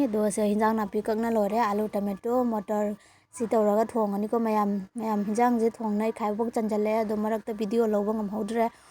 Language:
Manipuri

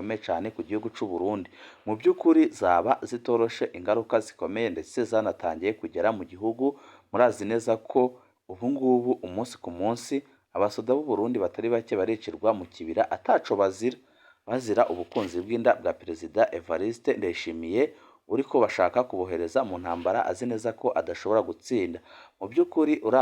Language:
Rundi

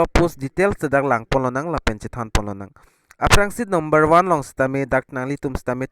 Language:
Karbi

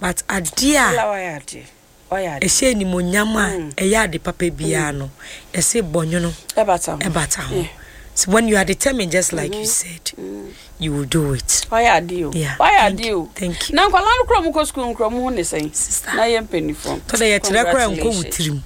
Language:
Akan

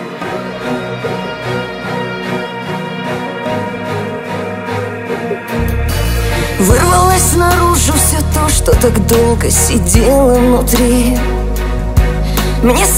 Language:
Russian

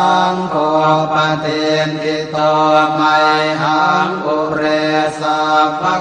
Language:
Pali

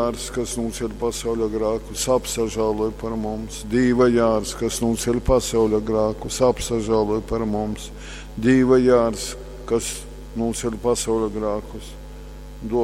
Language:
Latgalian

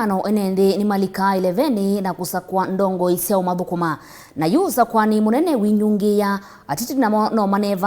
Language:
Kamba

